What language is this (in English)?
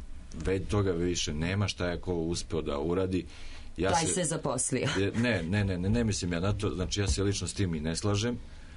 Serbian